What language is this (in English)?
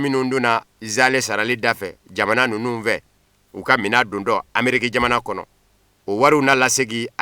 Bambara